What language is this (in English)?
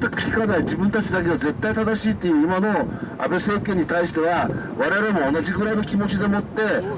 Japanese